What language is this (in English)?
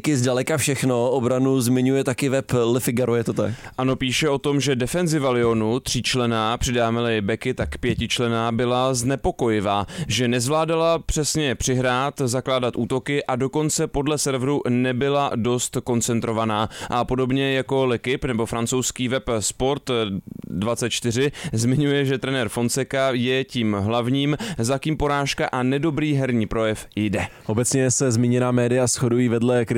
Czech